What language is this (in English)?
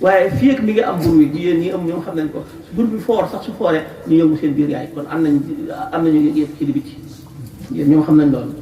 Wolof